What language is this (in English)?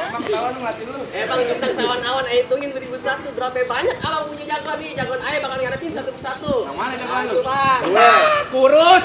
Betawi